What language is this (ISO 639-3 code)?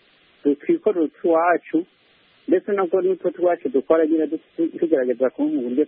kin